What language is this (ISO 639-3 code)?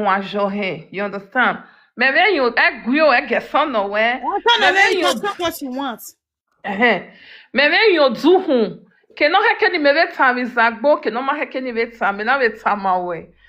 pcm